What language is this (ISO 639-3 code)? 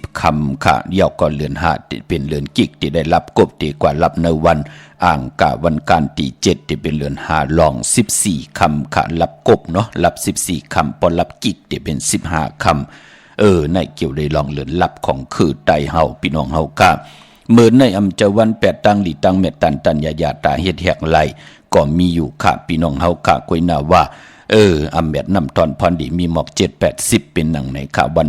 shn